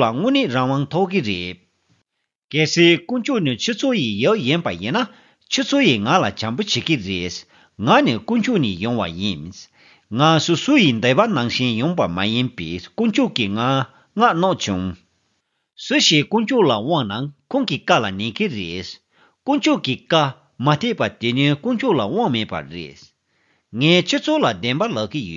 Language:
Tibetan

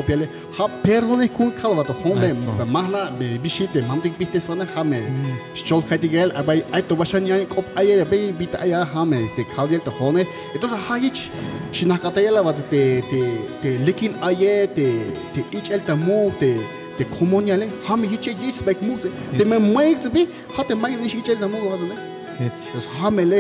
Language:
Tzeltal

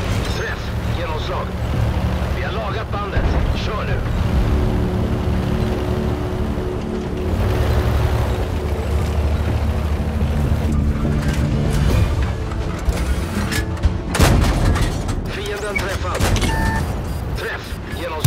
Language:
Swedish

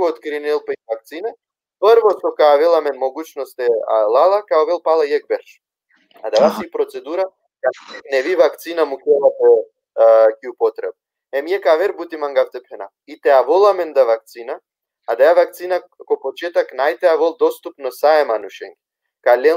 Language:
Balkan Romani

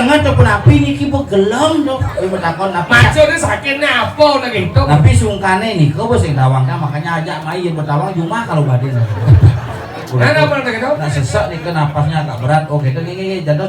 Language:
Balinese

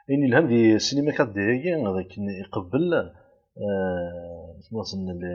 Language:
Kabyle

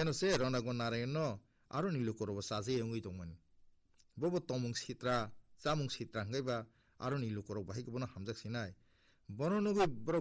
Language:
Kok Borok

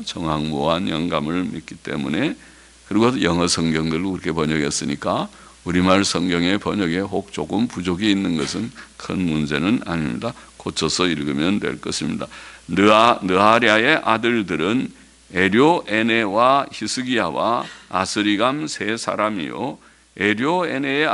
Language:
Korean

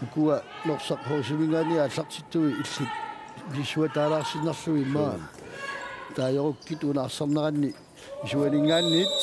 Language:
Kalaallisut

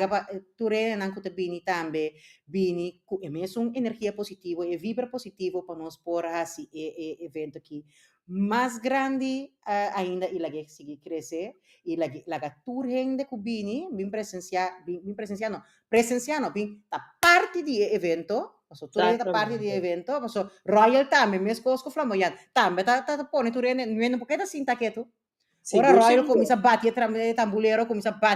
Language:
Papiamento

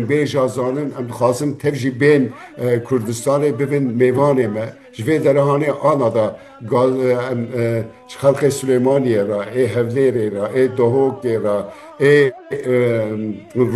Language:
Kurdish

